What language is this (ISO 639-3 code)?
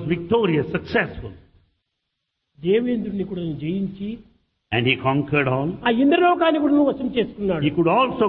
tel